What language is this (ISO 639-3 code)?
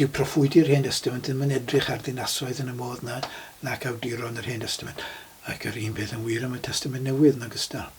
cym